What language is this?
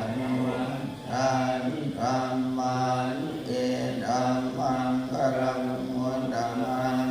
Pali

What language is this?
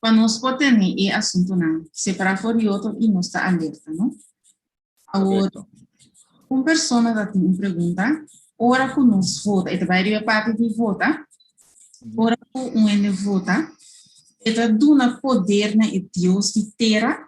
Papiamento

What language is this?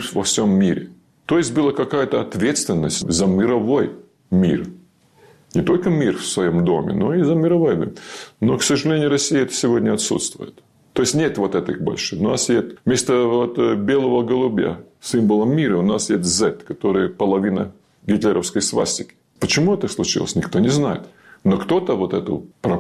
Russian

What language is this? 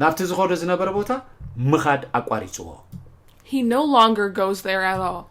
Tigrinya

